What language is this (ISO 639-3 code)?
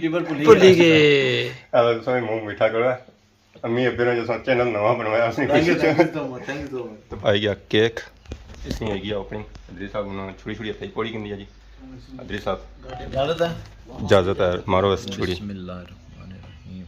phr